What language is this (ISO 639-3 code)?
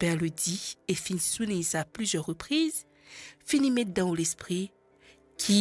mfe